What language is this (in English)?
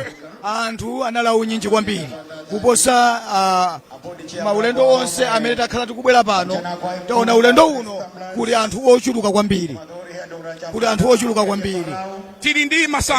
Nyanja